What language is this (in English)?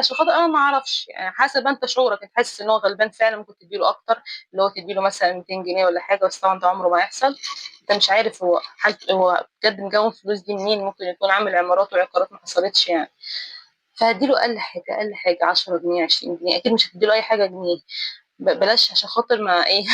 Egyptian Arabic